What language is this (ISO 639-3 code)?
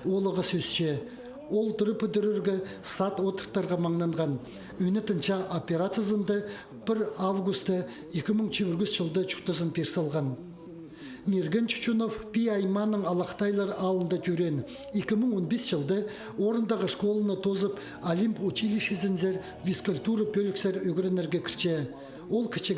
kjh